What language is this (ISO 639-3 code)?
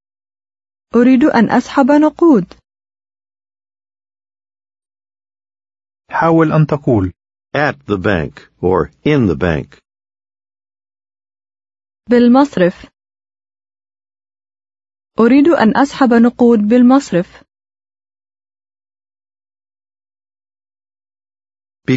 ara